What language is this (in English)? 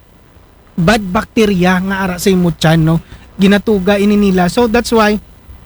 Aklanon